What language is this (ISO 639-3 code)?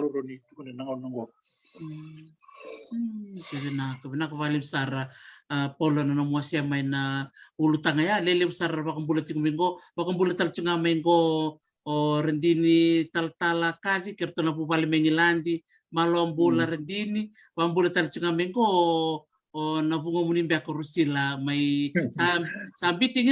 fij